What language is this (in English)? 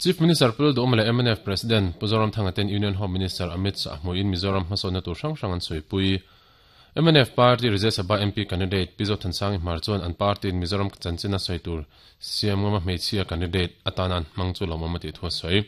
Mizo